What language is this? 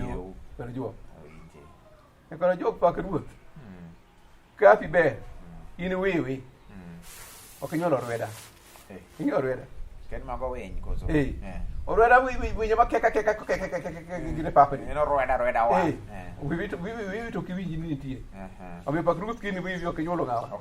Luo (Kenya and Tanzania)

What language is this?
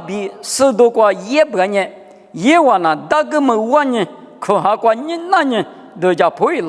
Lisu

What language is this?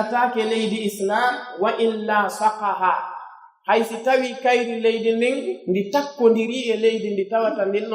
Pular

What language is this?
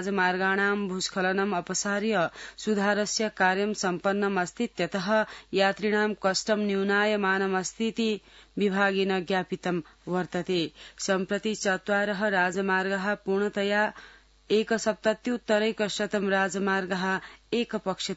Sanskrit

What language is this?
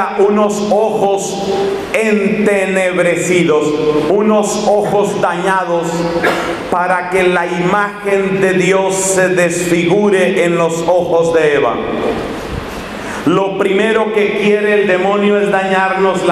Spanish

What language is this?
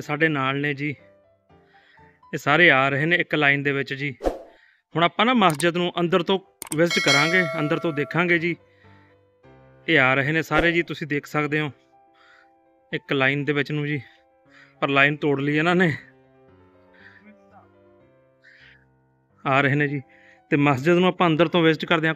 Punjabi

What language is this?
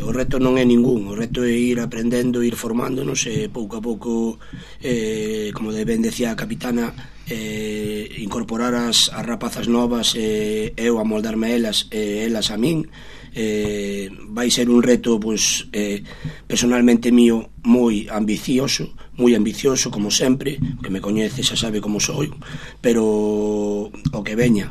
Galician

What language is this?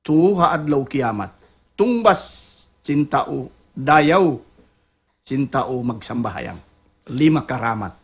Tausug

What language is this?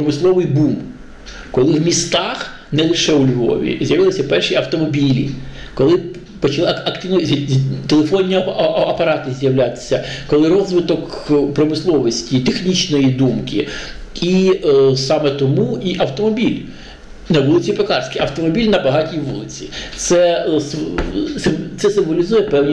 Ukrainian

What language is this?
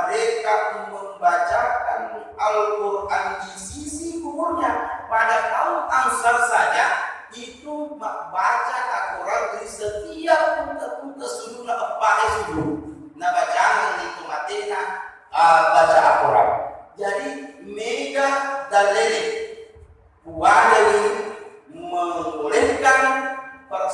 Buginese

